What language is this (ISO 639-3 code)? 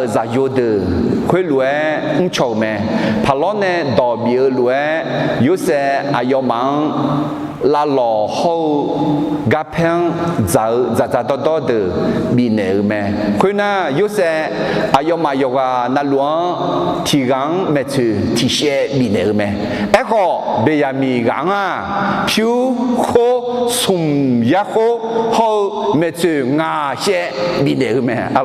ahk